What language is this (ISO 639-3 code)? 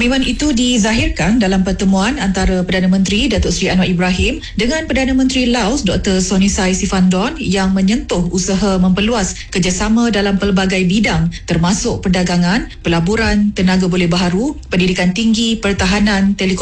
msa